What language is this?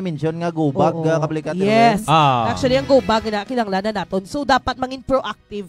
Hiligaynon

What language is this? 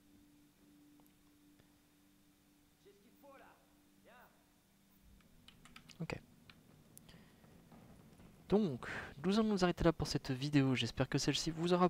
French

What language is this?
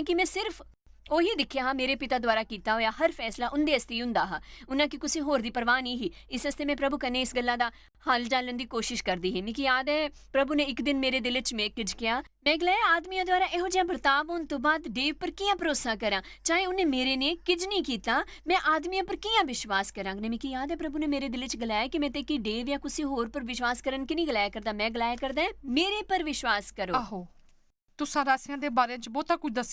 Dogri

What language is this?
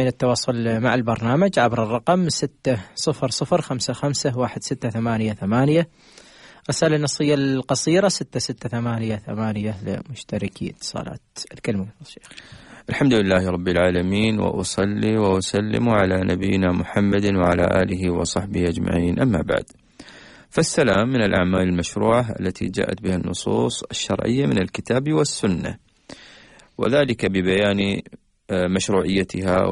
Arabic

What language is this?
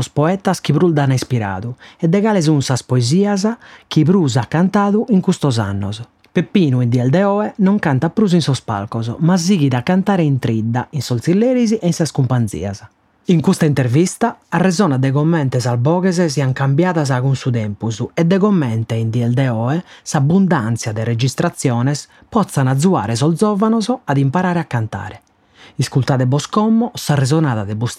Sardinian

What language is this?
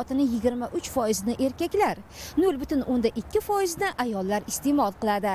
Uzbek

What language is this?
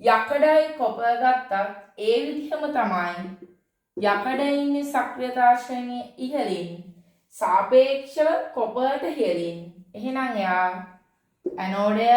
Sinhala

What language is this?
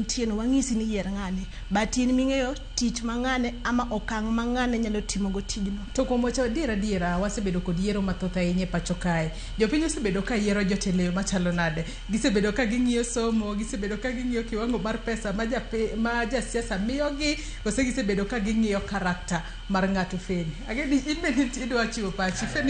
Luo (Kenya and Tanzania)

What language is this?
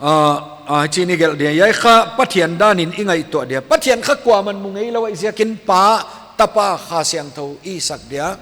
Paite Chin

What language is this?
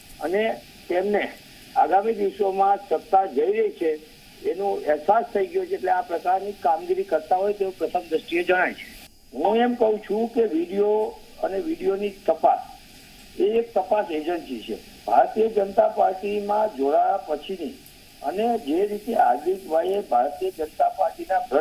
Gujarati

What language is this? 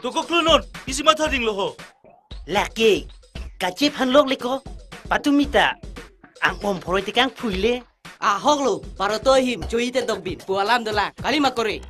Karbi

